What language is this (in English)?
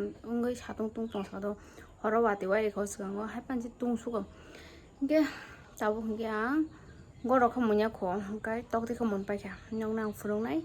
Kok Borok